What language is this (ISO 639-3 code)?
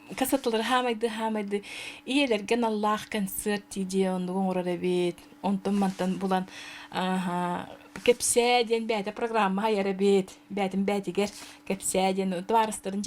sah